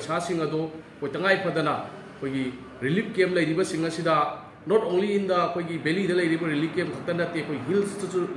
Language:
Manipuri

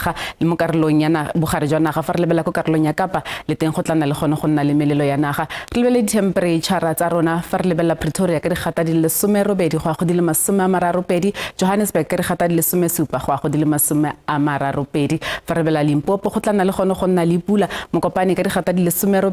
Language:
Tswana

